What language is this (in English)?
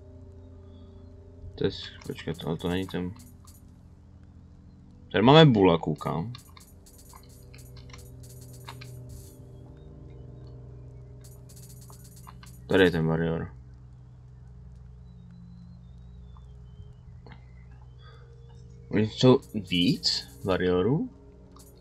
Czech